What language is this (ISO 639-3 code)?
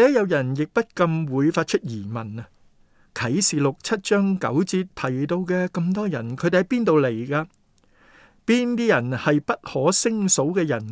yue